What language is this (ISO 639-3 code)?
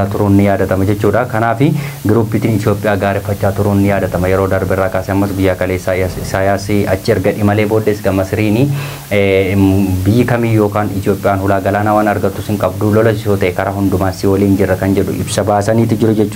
orm